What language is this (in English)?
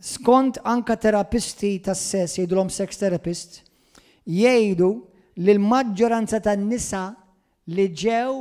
Maltese